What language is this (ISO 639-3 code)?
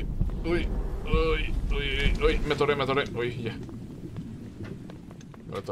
spa